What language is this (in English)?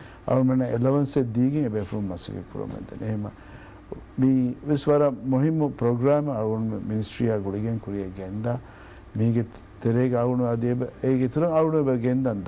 Divehi